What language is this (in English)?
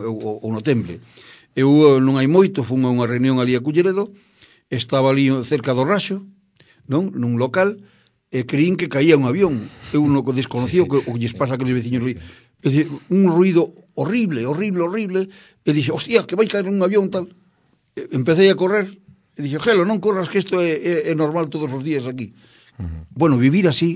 Galician